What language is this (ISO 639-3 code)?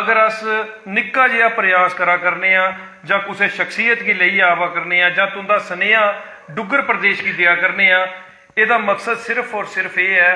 doi